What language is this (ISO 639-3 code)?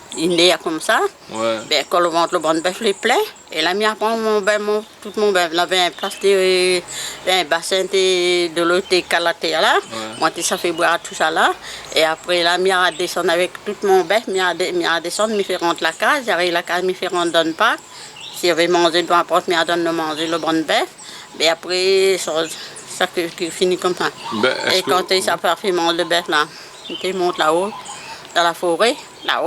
rcf